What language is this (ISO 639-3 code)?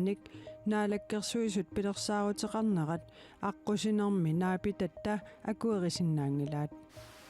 kal